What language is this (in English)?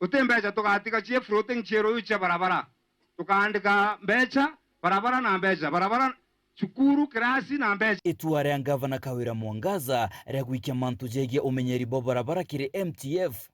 Meru